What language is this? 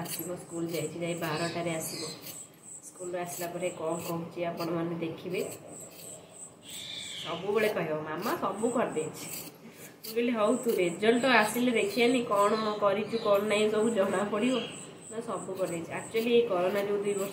Odia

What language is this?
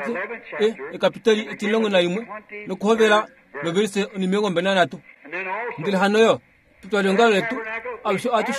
Kuanyama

